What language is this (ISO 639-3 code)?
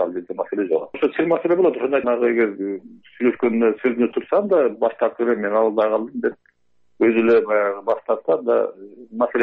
kir